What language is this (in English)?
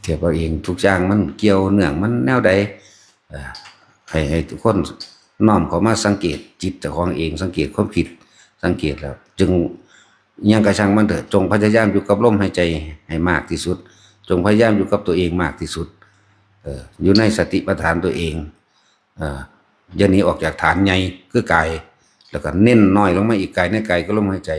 Northeastern Thai